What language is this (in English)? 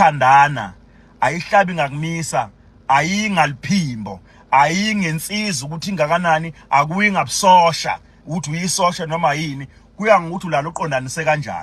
Zulu